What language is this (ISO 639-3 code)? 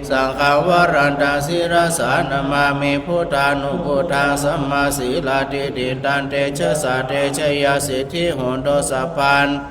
pli